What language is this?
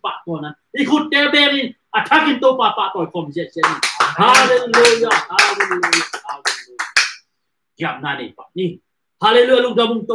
Tedim Chin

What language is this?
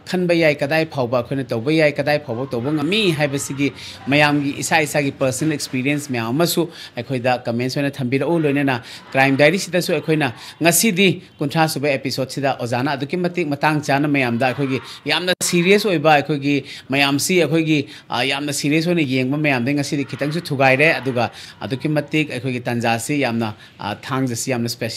Manipuri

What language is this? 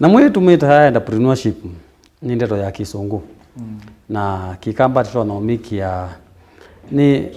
Kamba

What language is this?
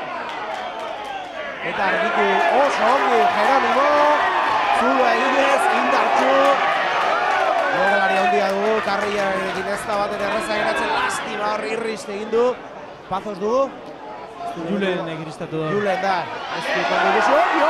Basque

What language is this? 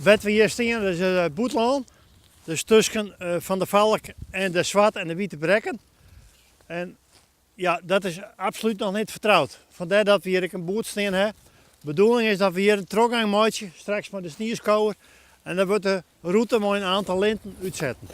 Western Frisian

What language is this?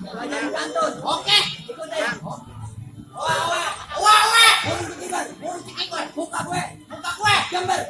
Betawi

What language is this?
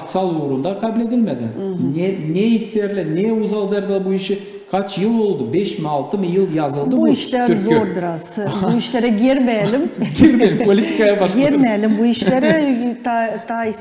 Gagauz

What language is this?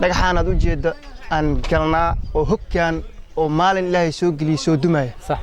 Somali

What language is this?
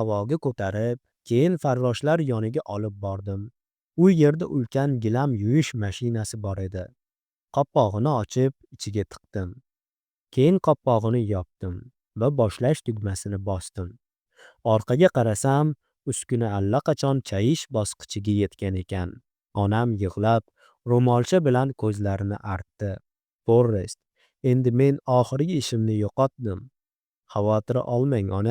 Uzbek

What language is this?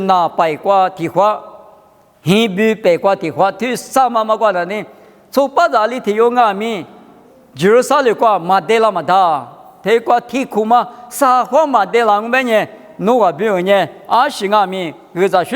Lisu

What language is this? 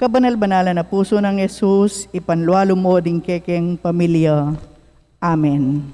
Pampanga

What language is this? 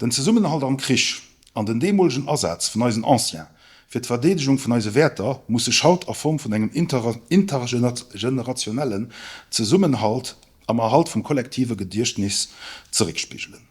Luxembourgish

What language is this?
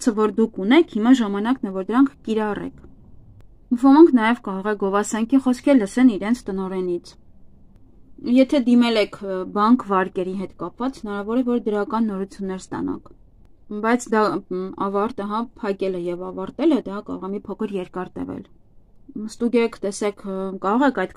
Armenian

